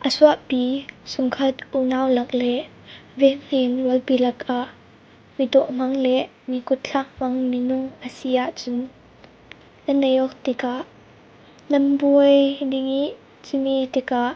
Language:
Falam Chin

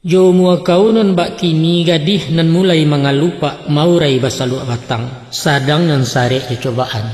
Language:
Minangkabau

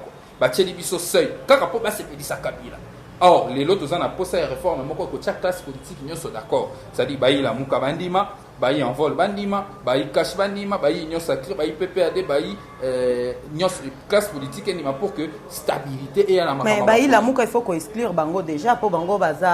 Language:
Lingala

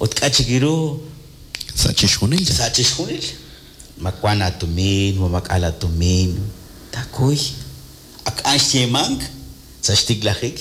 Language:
Kekchí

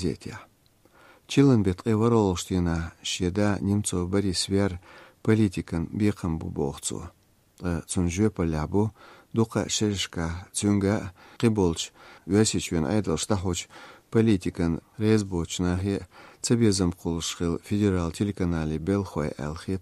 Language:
Chechen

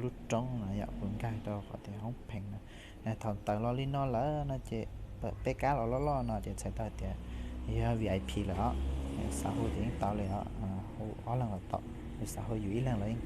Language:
Hmong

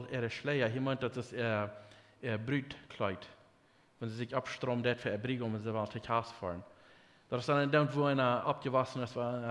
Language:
Plautdietsch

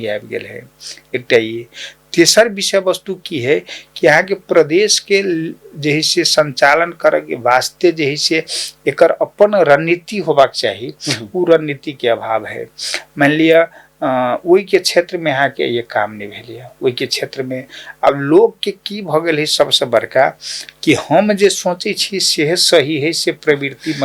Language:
Maithili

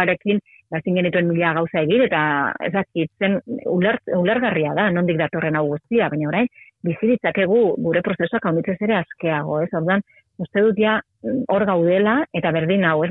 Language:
Basque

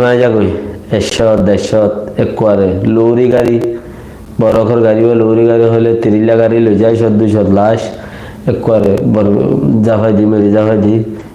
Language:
Rohingya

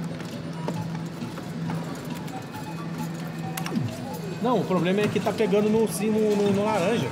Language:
Portuguese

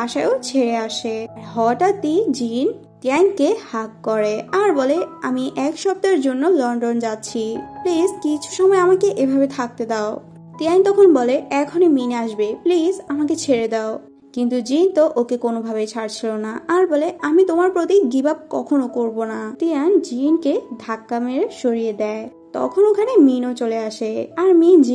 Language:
Bangla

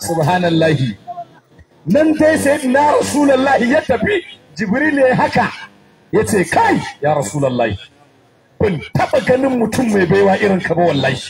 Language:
Hausa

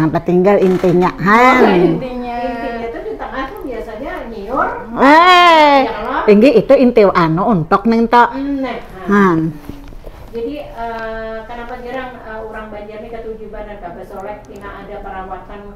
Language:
Banjar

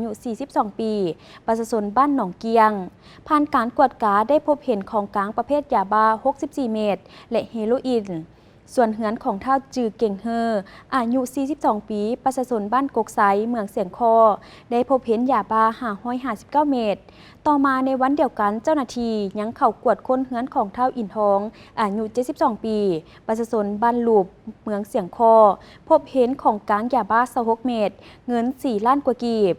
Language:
Lao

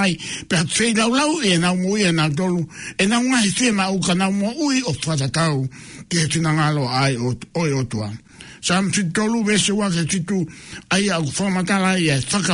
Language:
Tongan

